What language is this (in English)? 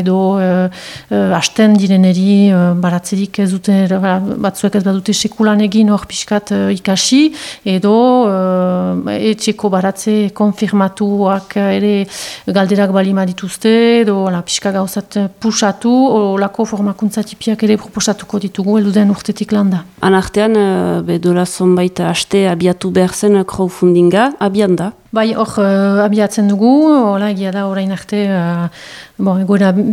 Basque